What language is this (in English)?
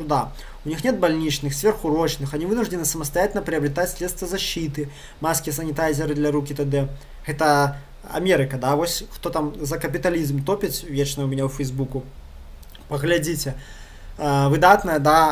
Belarusian